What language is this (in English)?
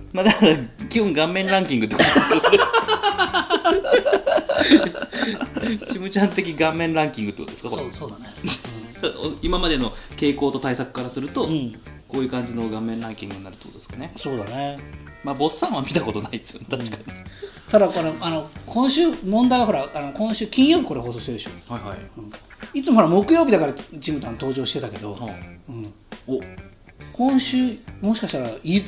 Japanese